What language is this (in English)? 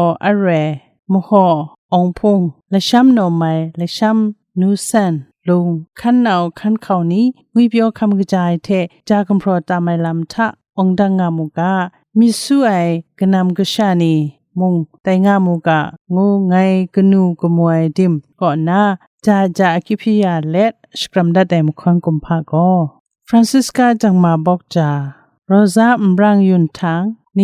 Kachin